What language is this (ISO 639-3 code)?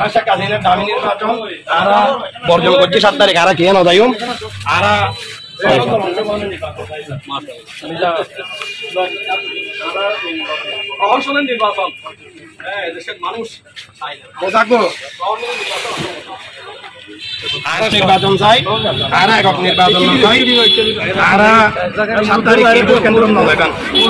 ben